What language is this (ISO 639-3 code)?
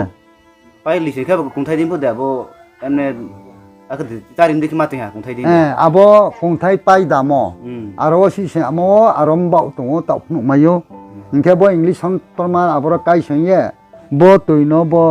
ria